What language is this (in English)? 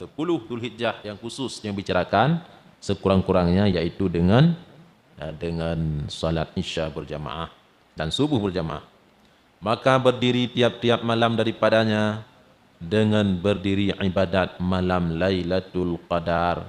Achinese